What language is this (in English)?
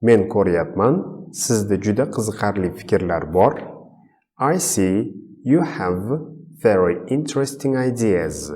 Uzbek